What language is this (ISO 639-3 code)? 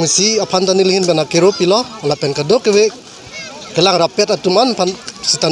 mjw